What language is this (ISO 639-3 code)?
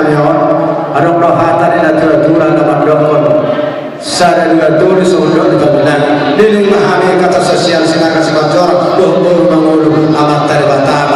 bbc